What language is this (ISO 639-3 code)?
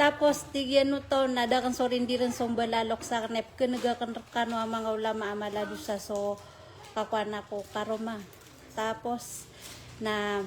mrw